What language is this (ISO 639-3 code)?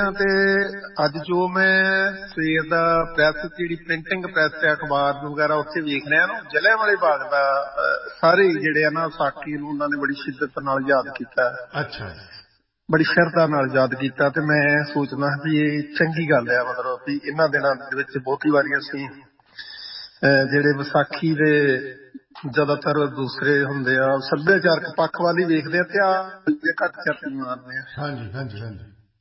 pan